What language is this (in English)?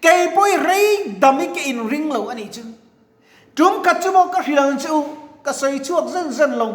Mizo